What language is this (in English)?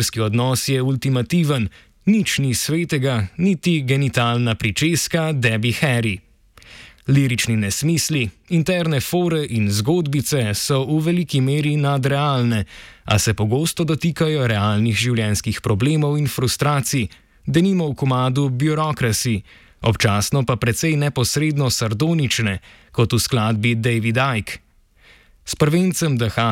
Slovenian